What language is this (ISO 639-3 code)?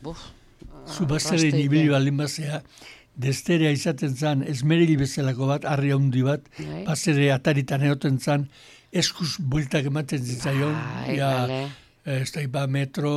eus